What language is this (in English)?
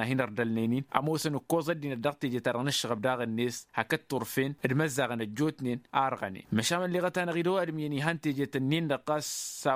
Tamasheq